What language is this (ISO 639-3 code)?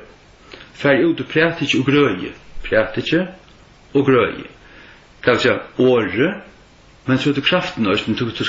fao